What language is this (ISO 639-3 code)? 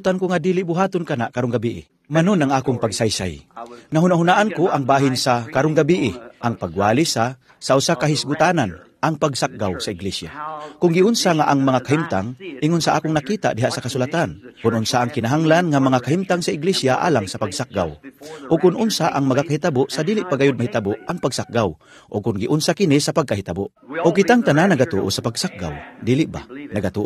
ceb